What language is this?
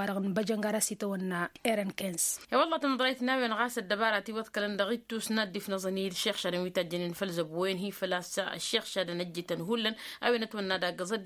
Tamasheq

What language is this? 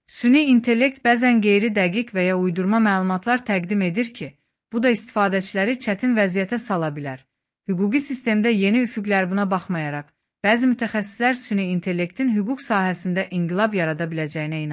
Azerbaijani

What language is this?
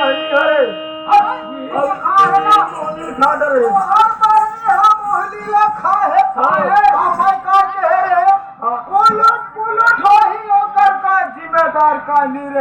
Chhattisgarhi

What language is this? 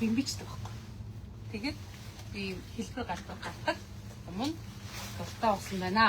Mongolian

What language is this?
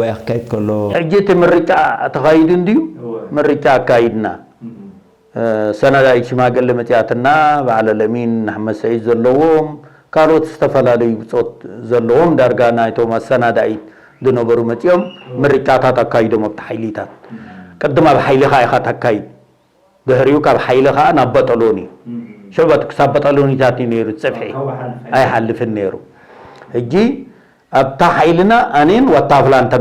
Tigrinya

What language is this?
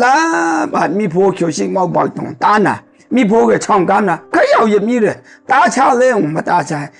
Maru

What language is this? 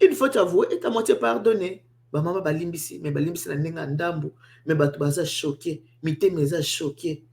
Lingala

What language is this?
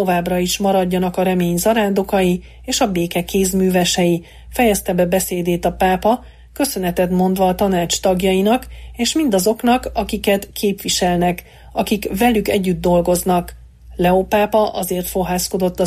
Hungarian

